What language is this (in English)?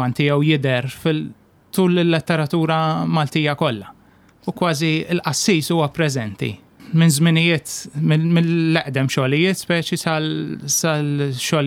Maltese